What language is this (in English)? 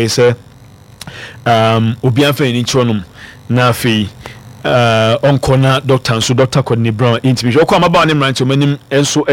Akan